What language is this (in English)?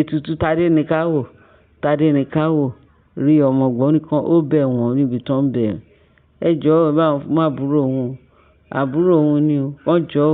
Yoruba